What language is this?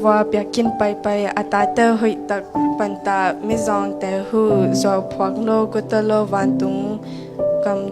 Tedim Chin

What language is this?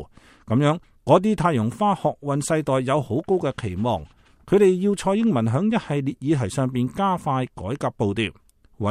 Cantonese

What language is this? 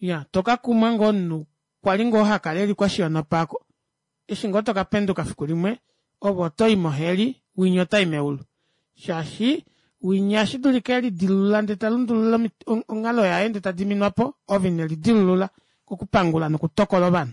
Kuanyama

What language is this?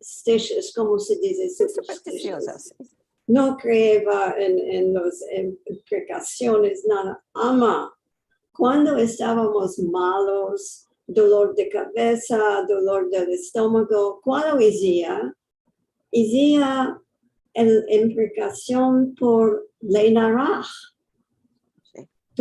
Ladino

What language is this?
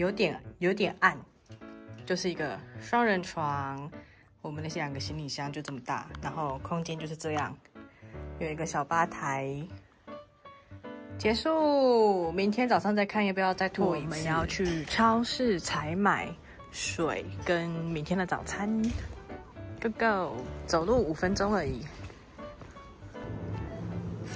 Chinese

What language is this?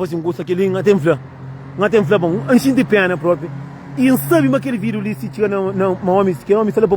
Kabuverdianu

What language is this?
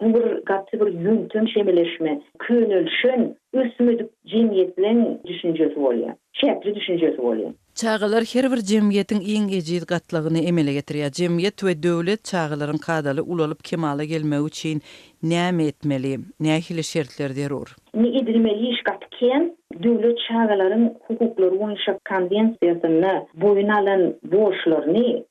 Turkmen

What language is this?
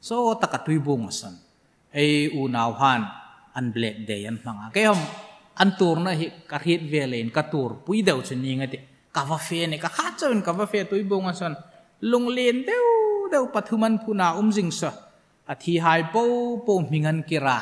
Hmar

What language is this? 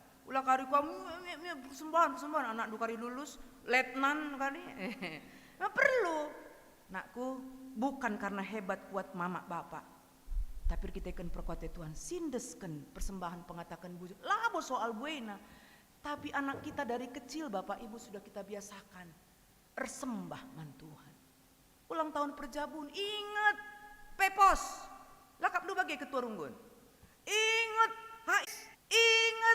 Batak Karo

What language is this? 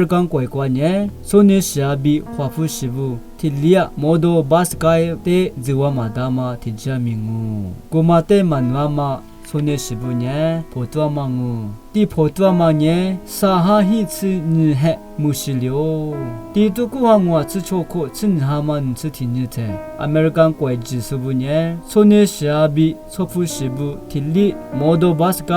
Lisu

